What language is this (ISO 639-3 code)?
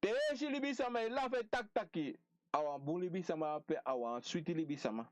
srn